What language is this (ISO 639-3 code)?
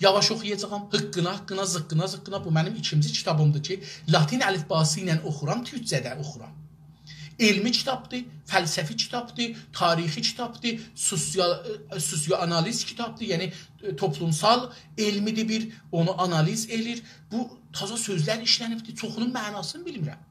azb